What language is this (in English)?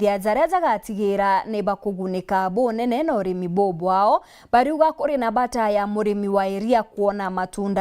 Meru